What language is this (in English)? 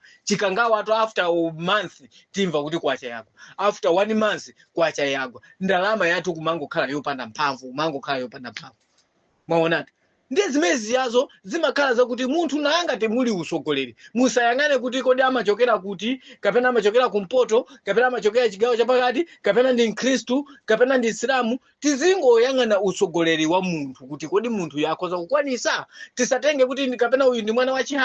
Nyanja